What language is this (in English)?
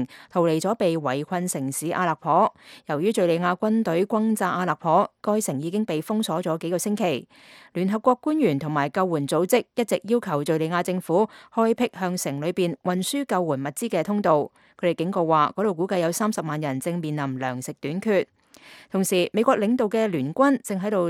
Cantonese